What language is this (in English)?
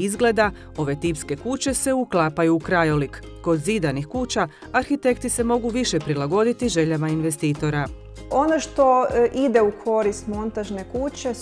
Croatian